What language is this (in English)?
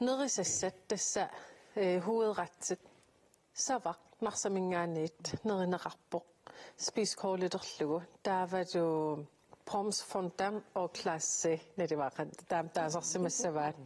Kalaallisut